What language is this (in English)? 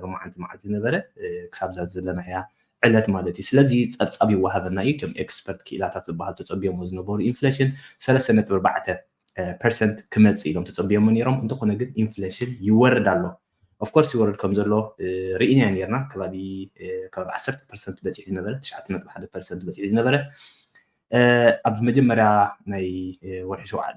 Tigrinya